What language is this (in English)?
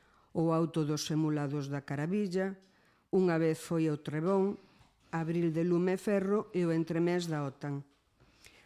Galician